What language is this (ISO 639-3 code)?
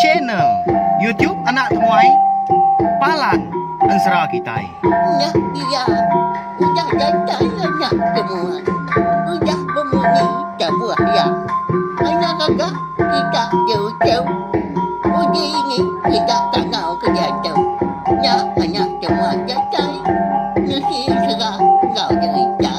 iba